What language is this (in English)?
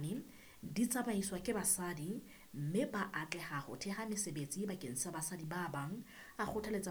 Southern Sotho